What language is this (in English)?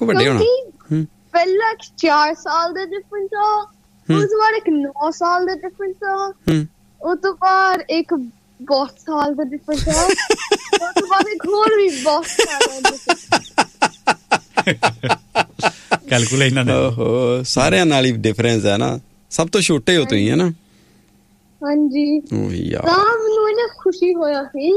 Punjabi